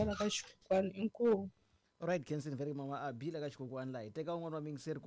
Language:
Tsonga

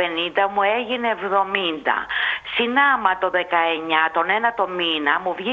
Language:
Greek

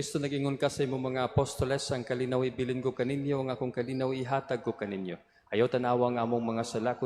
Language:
Cebuano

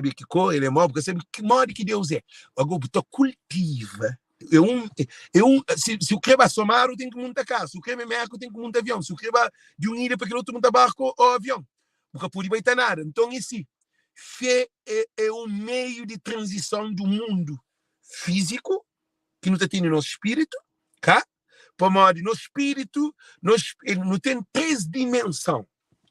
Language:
Kabuverdianu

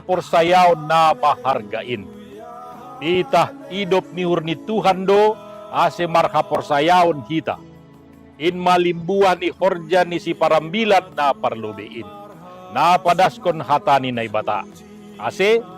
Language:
Batak Simalungun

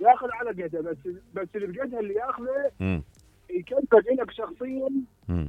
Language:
Mesopotamian Arabic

